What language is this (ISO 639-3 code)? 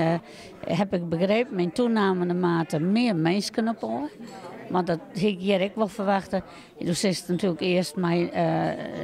fry